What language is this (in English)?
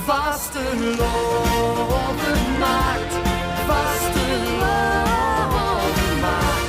Limburgish